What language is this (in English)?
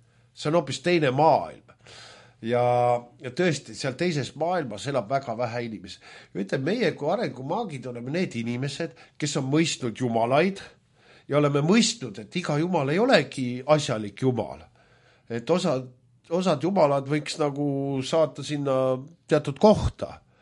Estonian